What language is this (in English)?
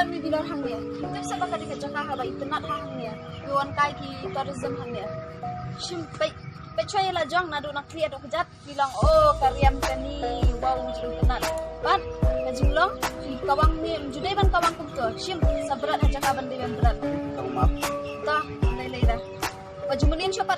Khasi